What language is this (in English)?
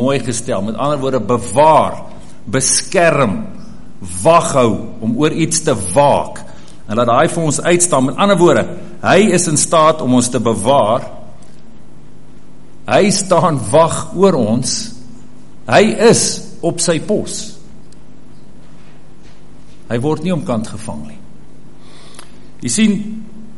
Afrikaans